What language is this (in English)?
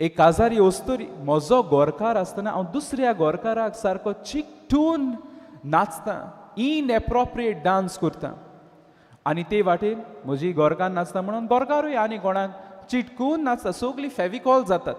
Konkani